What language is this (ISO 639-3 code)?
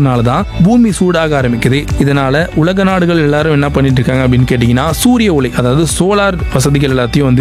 tam